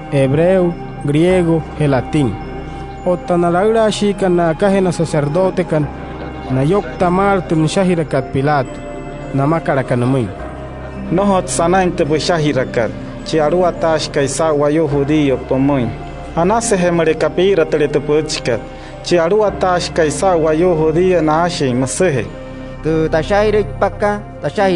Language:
Wayuu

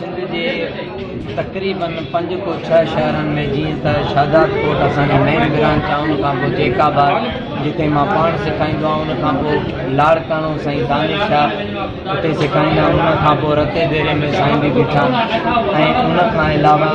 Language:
Sindhi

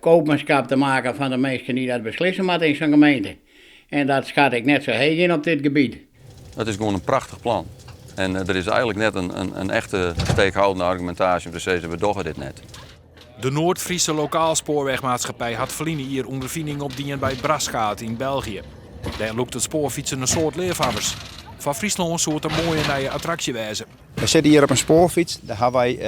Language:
Western Frisian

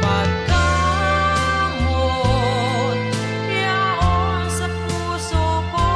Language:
Bikol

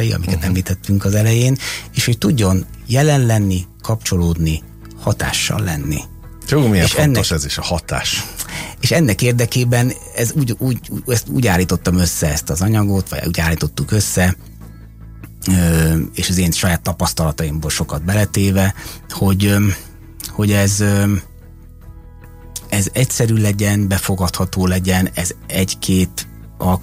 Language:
Hungarian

